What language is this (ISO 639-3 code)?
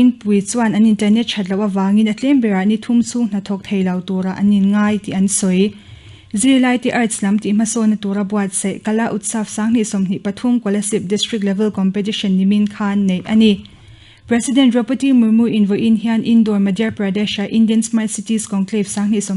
lus